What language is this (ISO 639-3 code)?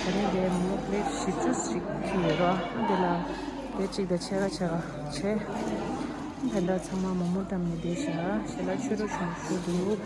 bod